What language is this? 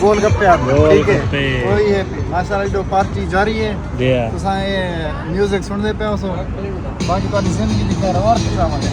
Saraiki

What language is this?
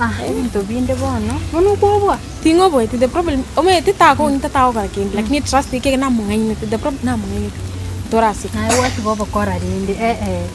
Gusii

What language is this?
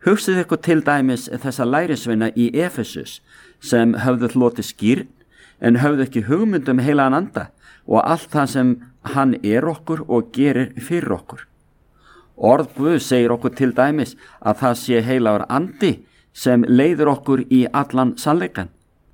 Icelandic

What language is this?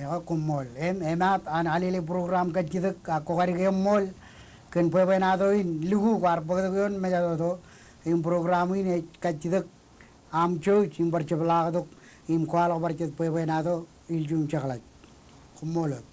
Marshallese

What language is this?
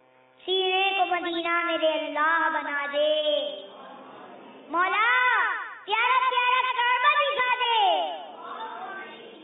Urdu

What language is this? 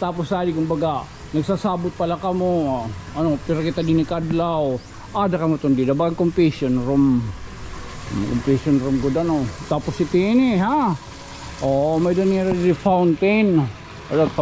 Waray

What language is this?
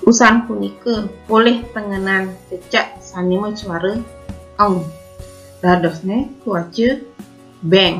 Balinese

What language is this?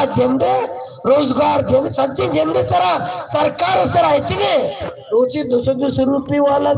Baluchi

